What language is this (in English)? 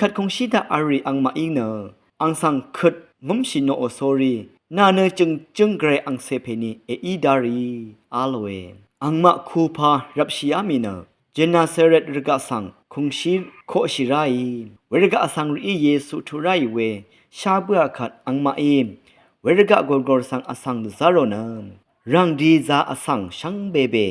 Rawang